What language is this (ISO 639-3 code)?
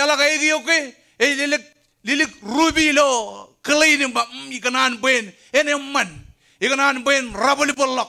mah